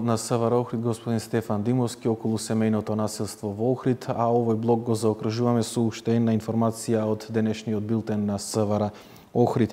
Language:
Macedonian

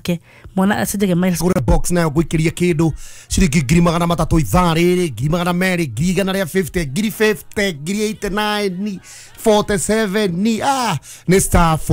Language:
Kikuyu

